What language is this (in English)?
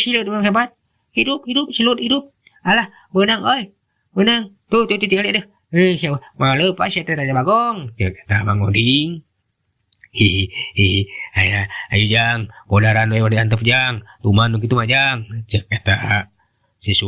Sundanese